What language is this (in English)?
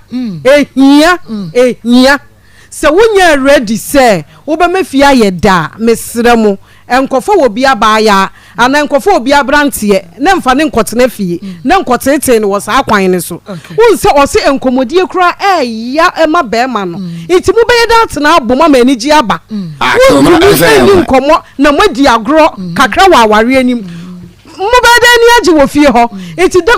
Akan